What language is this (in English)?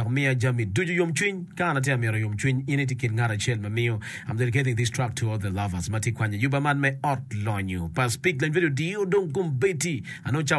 Acoli